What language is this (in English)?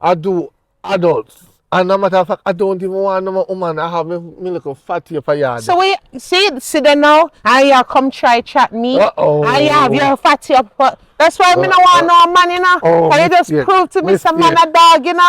Jamaican Creole English